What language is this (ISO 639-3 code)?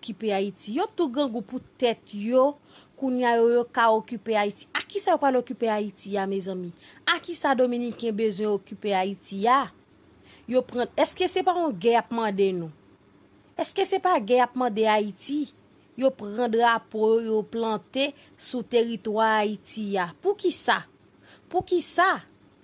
hat